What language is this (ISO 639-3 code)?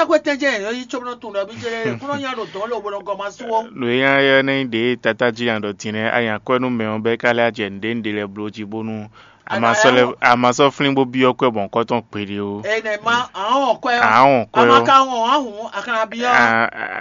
fon